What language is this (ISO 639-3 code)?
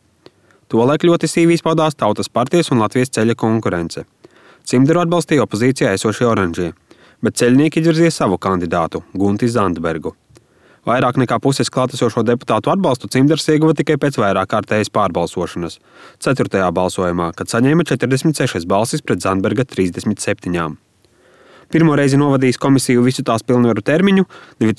lav